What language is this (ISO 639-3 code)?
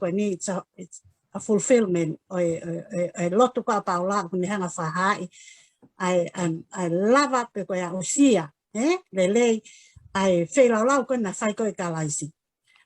ton